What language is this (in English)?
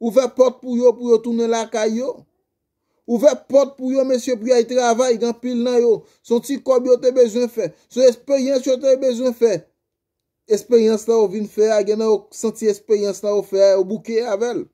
Haitian Creole